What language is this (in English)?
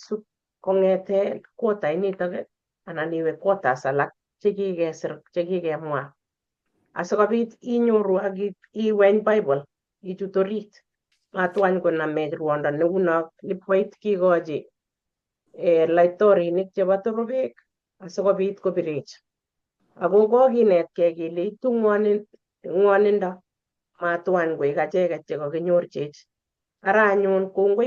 Kalenjin